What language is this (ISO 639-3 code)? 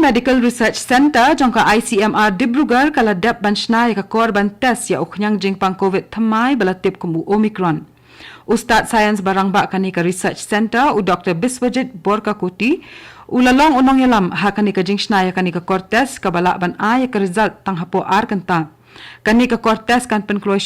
kha